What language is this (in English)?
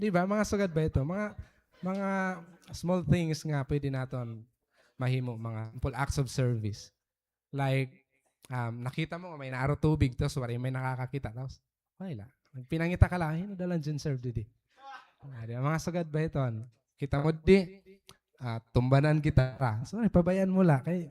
Waray